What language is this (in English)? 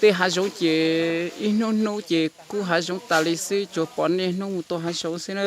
Hmong